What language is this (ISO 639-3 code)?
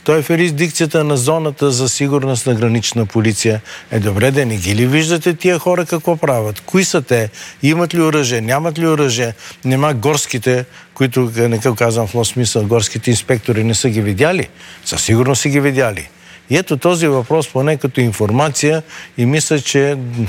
bul